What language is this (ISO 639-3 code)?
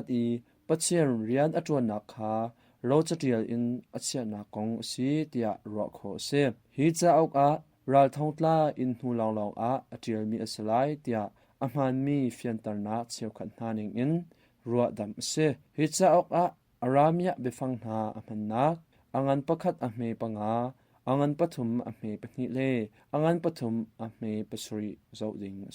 cnh